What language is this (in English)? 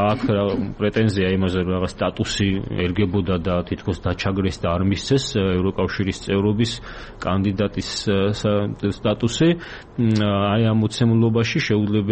Georgian